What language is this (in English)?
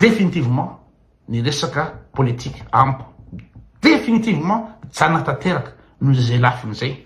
Malagasy